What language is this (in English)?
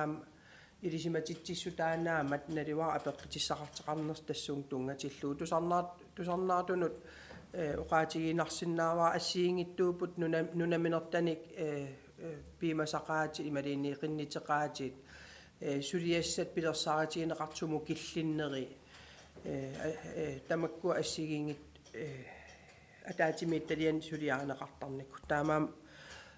Kalaallisut